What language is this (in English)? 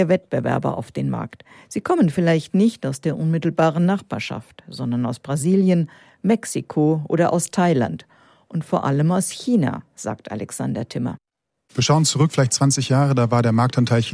German